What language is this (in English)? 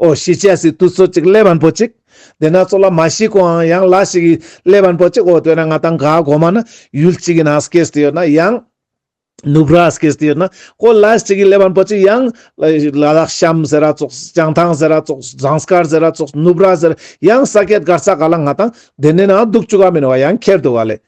Ladakhi